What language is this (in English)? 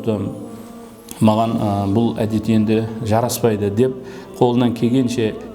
Kara-Kalpak